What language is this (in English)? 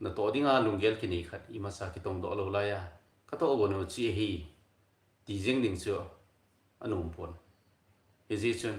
Thado Chin